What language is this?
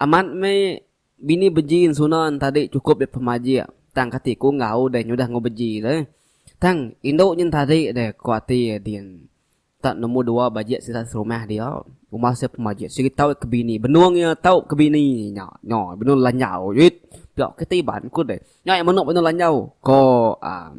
Iban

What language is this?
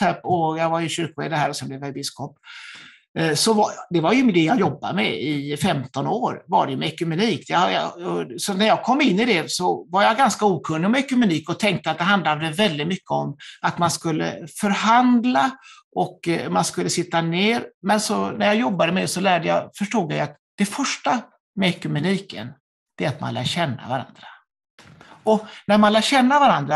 Swedish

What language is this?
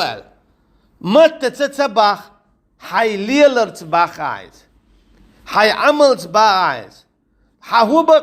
Chechen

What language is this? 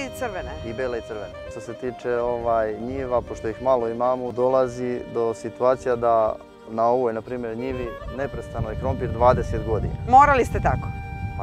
Serbian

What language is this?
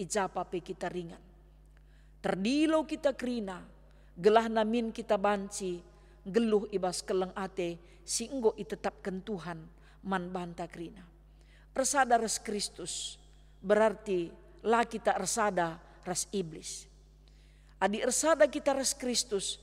Batak Karo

